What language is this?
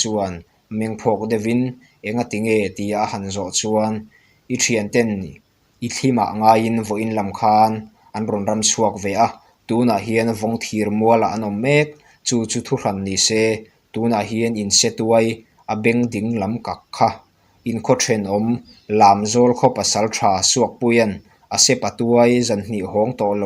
Mizo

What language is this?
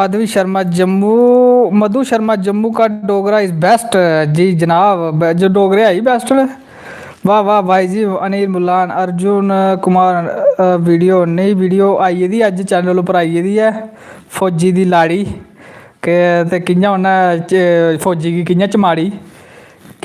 Dogri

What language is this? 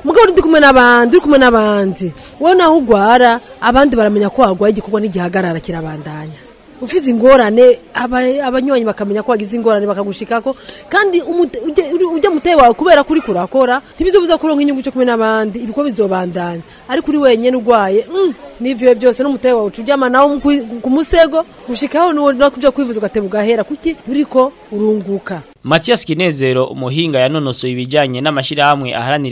Rundi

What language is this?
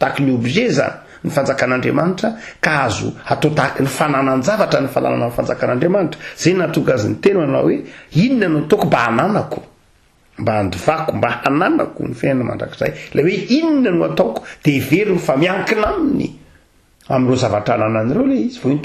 Malagasy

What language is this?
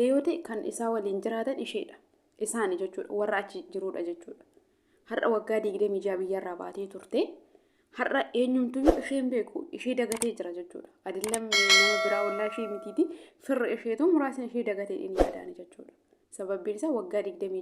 Oromo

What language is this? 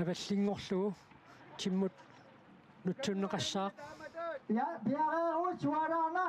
Kalaallisut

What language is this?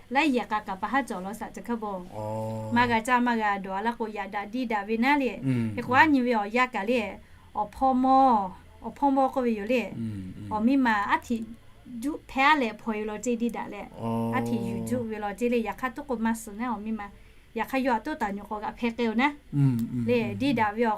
Lahu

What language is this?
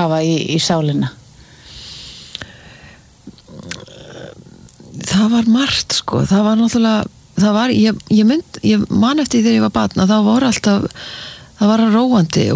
Icelandic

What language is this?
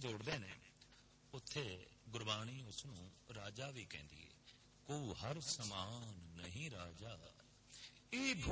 Punjabi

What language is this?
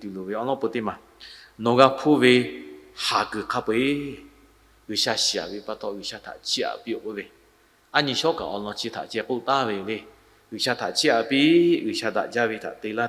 Lahu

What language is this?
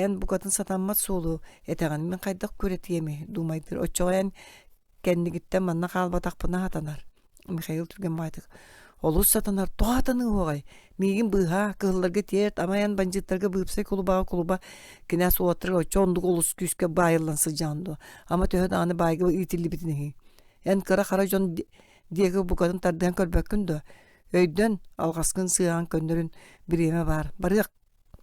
Yakut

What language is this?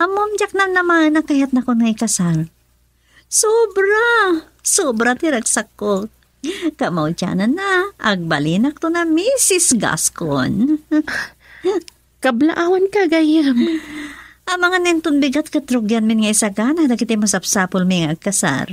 Iloko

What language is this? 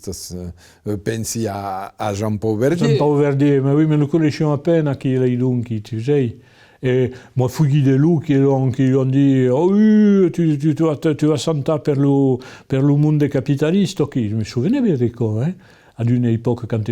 Occitan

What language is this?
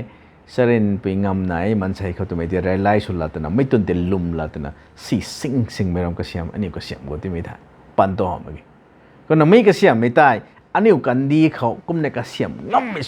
Rongmei Naga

